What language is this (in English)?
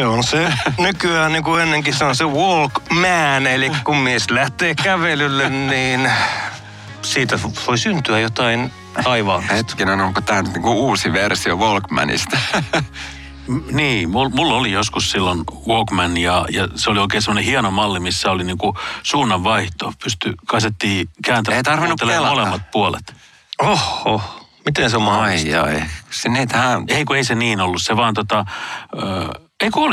Finnish